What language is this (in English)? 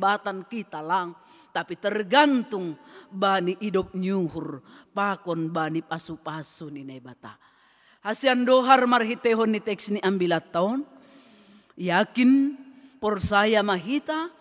Batak Simalungun